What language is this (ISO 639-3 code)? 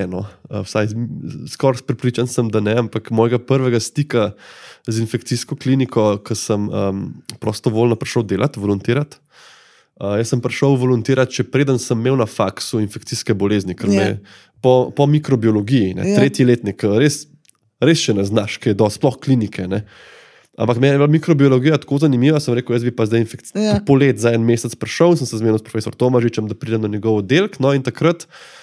slv